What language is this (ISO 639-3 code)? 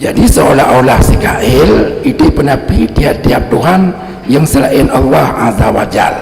ace